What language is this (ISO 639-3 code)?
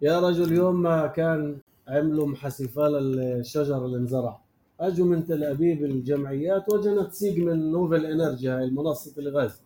apc